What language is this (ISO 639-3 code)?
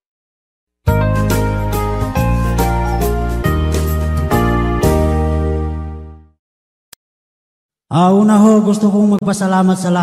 fil